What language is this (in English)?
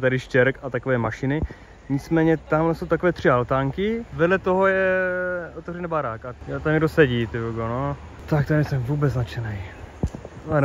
Czech